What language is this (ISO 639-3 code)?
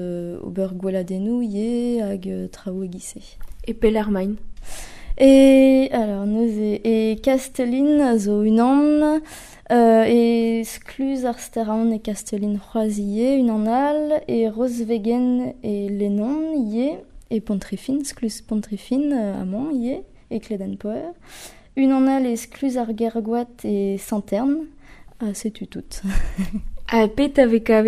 bre